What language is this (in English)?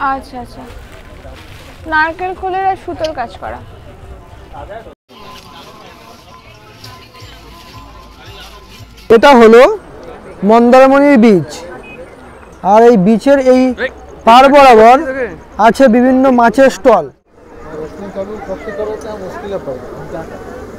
Bangla